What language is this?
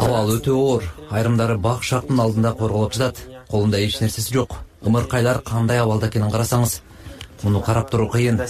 Kyrgyz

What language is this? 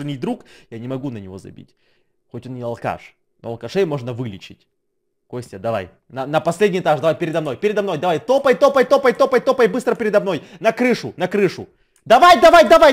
Russian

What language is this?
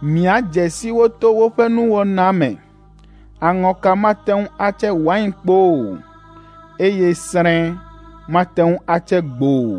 Ewe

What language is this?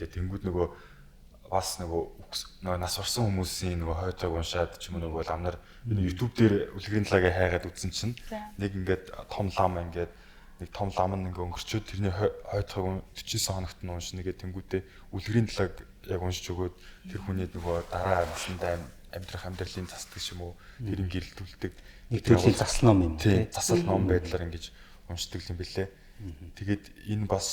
Mongolian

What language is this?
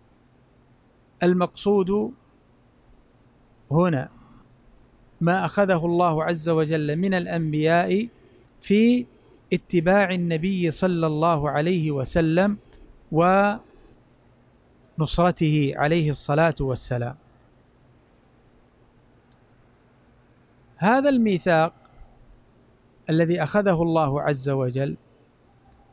Arabic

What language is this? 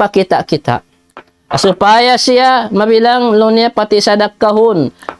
Tausug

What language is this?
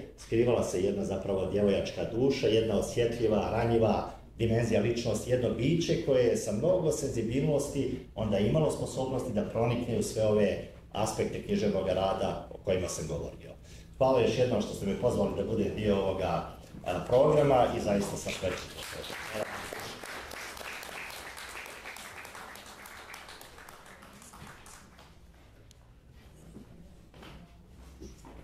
Serbian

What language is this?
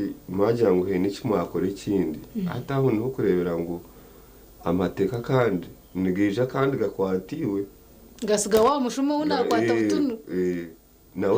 Nyankole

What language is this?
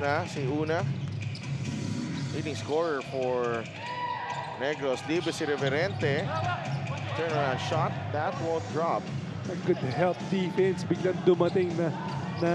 Filipino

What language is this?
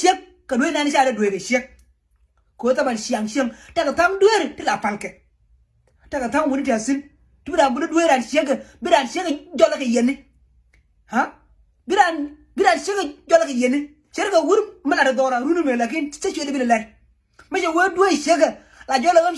Nuer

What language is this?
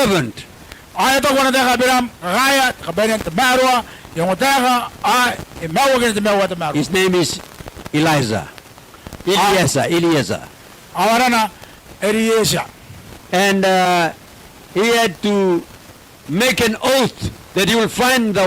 Gilbertese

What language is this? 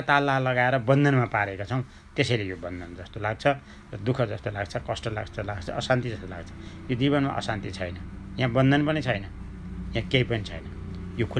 Nepali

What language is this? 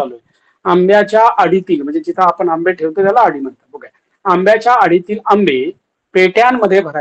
Marathi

